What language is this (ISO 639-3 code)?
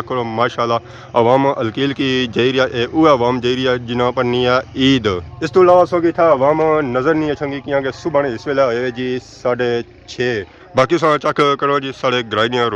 phr